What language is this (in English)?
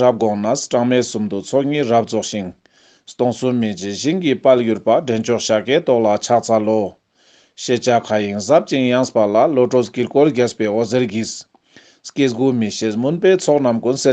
Ladakhi